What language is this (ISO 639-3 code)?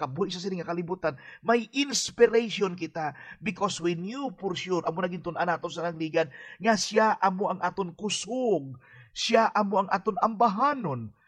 hil